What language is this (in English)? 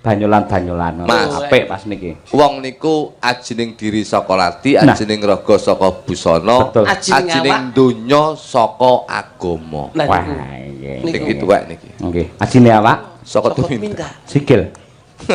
Javanese